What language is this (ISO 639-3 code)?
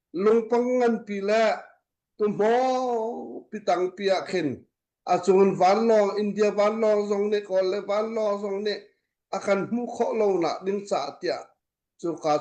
cnh